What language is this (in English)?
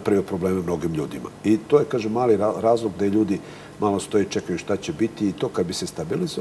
Serbian